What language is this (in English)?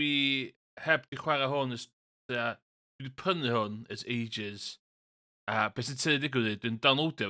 Welsh